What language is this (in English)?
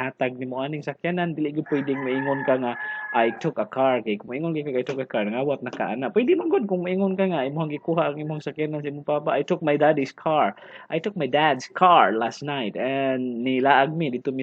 Cebuano